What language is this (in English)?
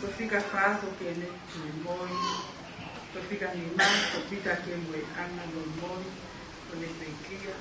Tongan